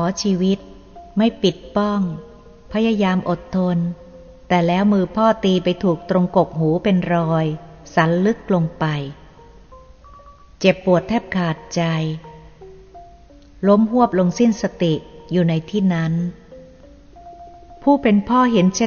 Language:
Thai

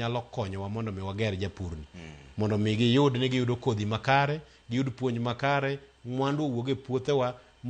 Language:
Luo (Kenya and Tanzania)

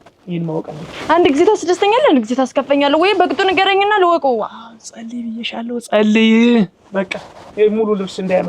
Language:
Amharic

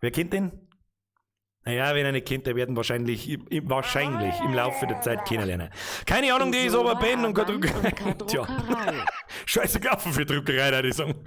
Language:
Bavarian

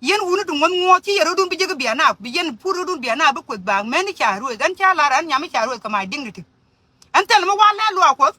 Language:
Nuer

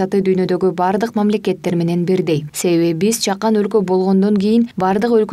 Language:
Kyrgyz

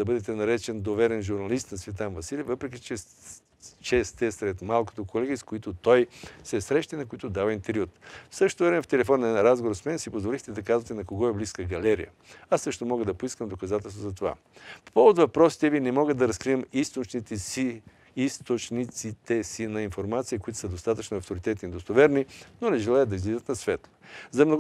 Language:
Bulgarian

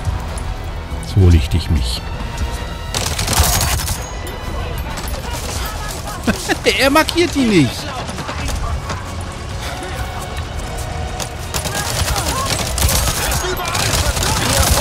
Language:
German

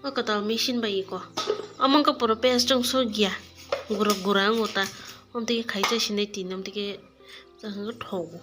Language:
Kok Borok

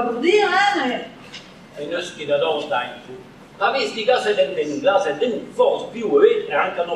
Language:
Breton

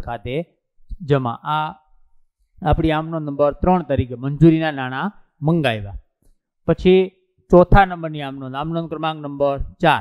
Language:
Gujarati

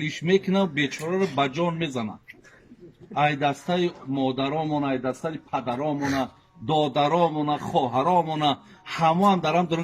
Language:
Tajik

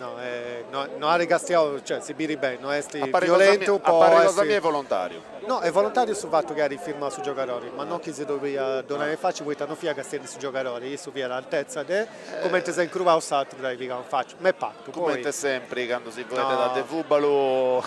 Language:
Sardinian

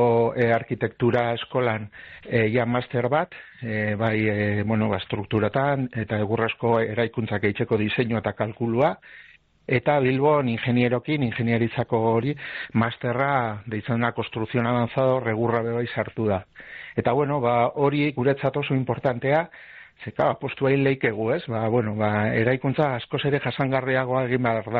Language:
Basque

